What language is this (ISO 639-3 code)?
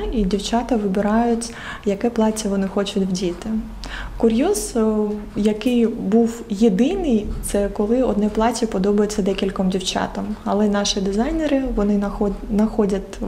ukr